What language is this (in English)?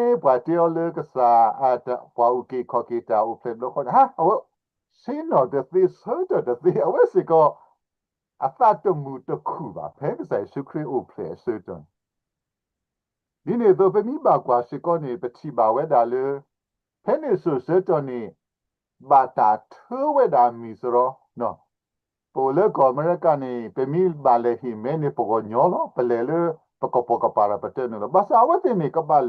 S'gaw Karen